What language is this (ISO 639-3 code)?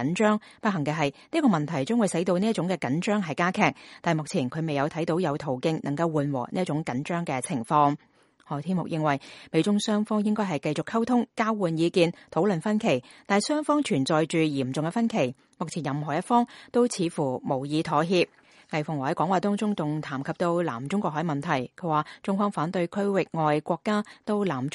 yue